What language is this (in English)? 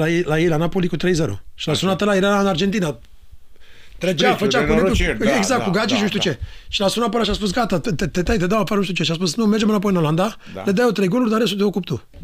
Romanian